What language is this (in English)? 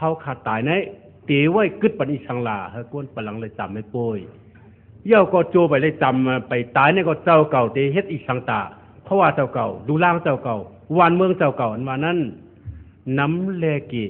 Shan